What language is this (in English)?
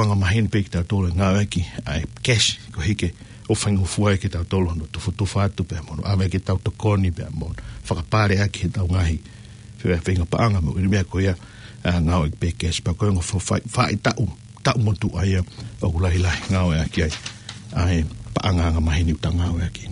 Tongan